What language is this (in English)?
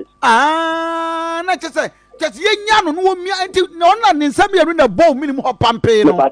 Akan